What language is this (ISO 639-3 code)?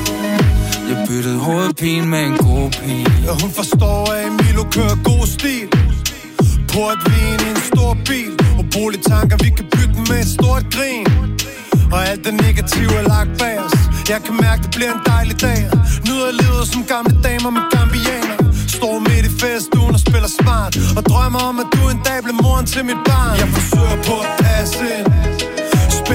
dan